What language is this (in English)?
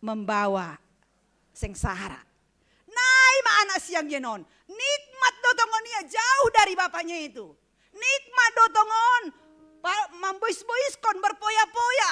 Batak Simalungun